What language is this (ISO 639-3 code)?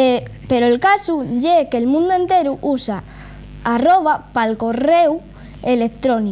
ast